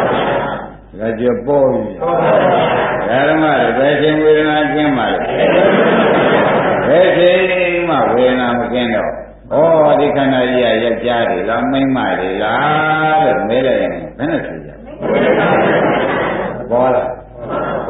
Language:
Burmese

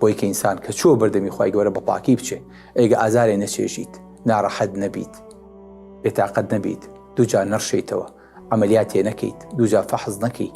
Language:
Central Kurdish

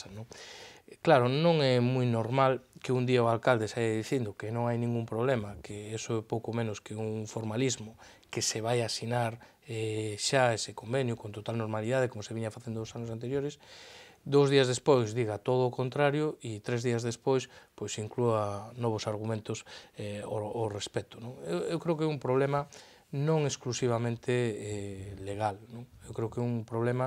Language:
Galician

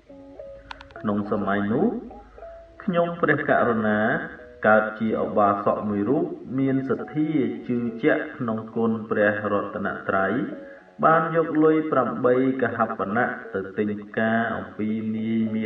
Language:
Khmer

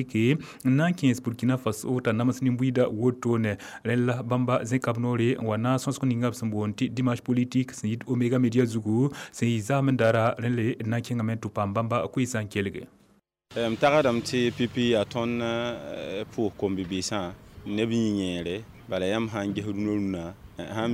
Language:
Mossi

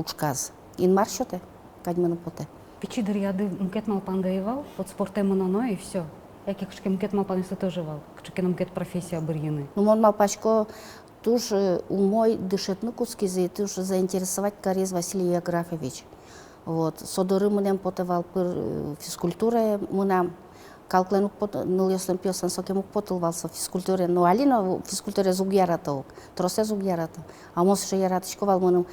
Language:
Udmurt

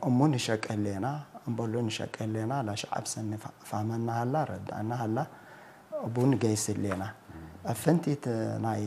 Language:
Tigre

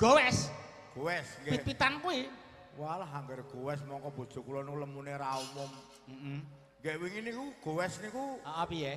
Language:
Javanese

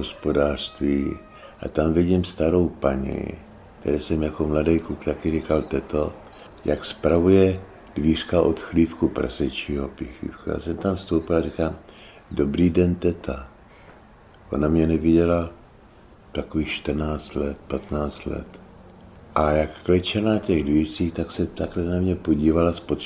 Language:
Czech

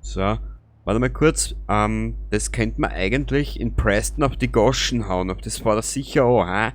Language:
Bavarian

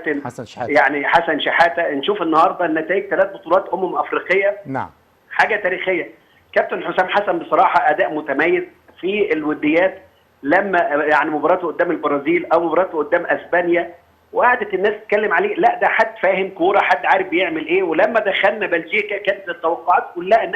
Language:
Egyptian Arabic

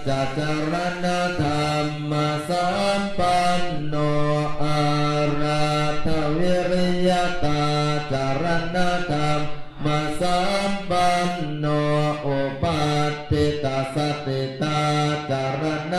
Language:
Pali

